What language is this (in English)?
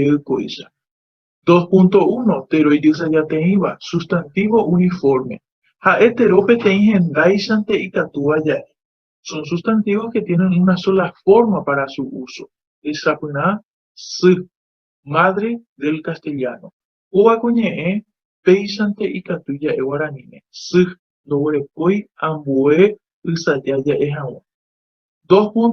Guarani